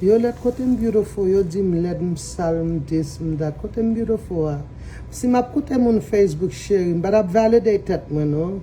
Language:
Haitian Creole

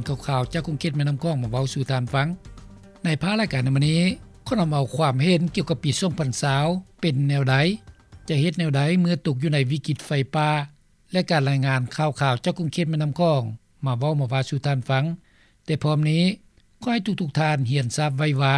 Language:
Lao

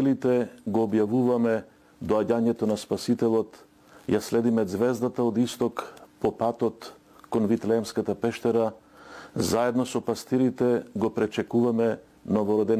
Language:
Macedonian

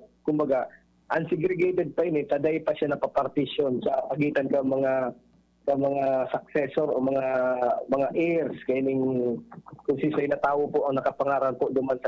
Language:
Bikol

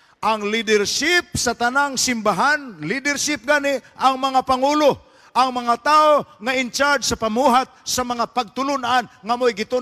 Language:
Cebuano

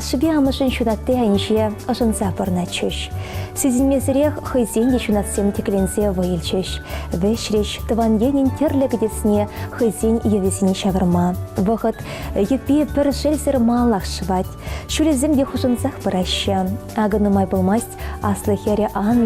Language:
Chuvash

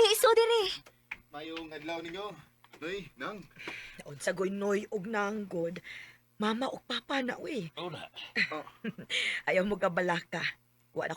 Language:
Cebuano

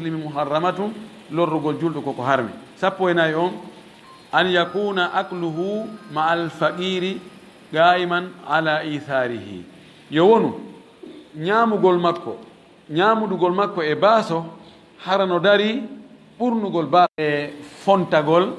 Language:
Fula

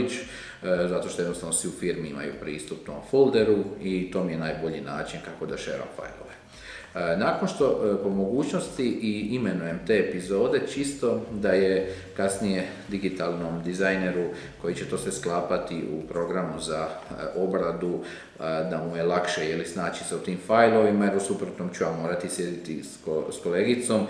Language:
Croatian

